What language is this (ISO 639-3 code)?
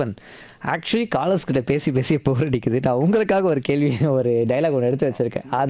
tam